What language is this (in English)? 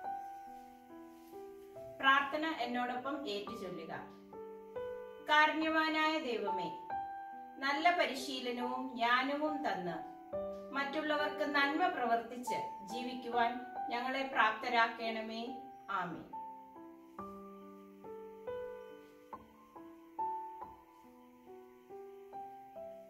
Malayalam